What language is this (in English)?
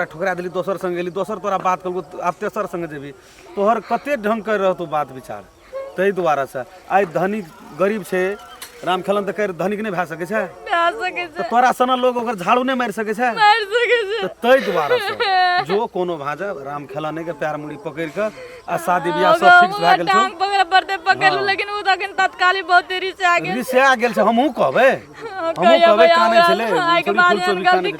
Maithili